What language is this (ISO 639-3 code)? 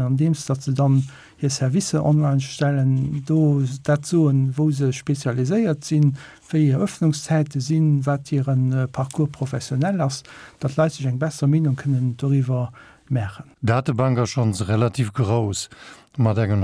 ltz